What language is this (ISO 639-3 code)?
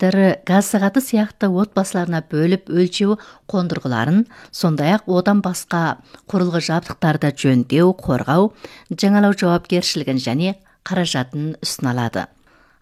kaz